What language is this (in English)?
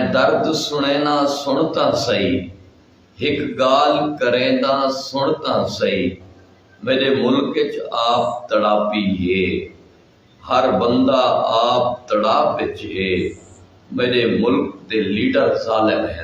Saraiki